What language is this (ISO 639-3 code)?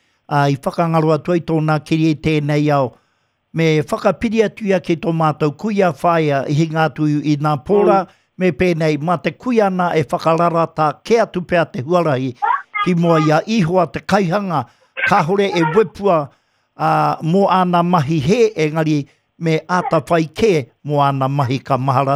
mri